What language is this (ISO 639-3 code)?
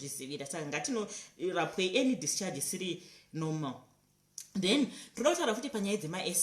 sna